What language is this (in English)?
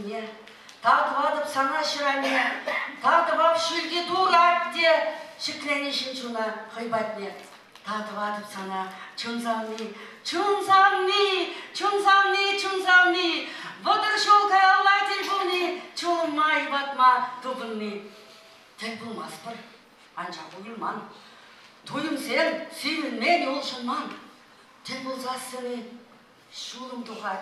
Chuvash